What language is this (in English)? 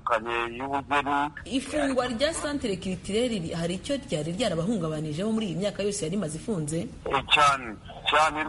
Kinyarwanda